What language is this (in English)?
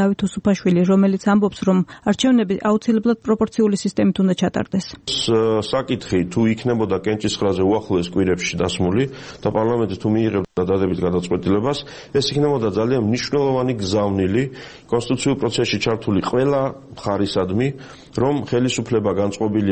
Georgian